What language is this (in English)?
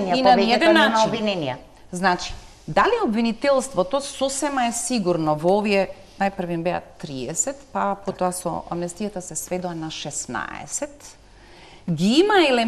Macedonian